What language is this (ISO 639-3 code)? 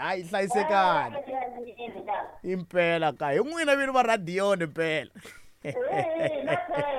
tso